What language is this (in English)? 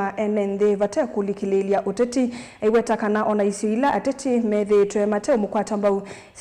Kamba